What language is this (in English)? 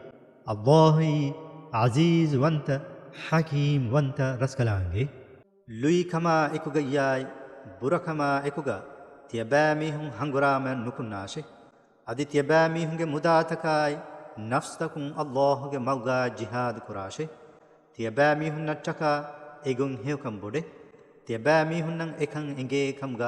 Divehi